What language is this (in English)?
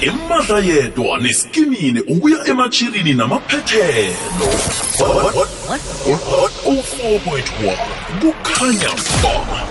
South Ndebele